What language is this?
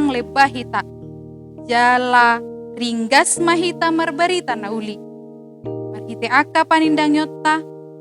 Batak Toba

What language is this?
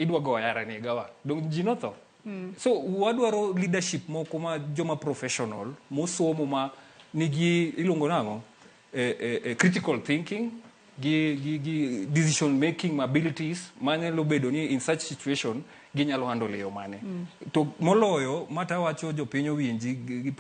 Luo (Kenya and Tanzania)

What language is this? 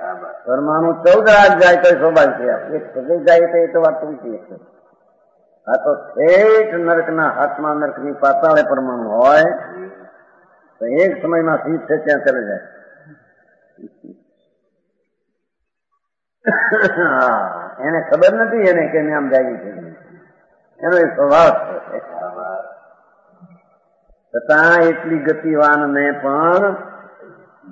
Gujarati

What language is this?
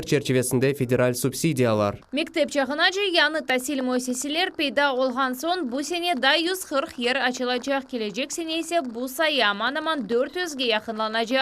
Crimean Tatar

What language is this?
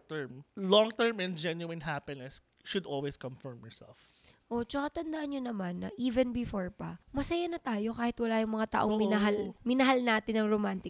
Filipino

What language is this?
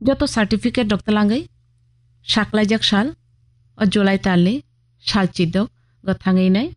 Kok Borok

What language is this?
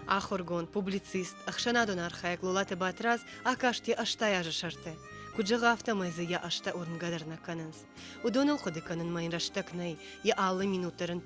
Ossetic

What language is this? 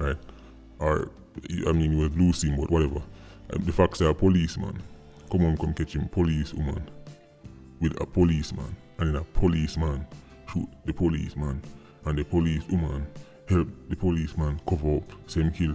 Jamaican Creole English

